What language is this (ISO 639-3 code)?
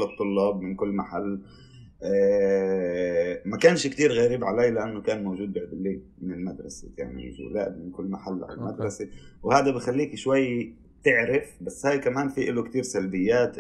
apc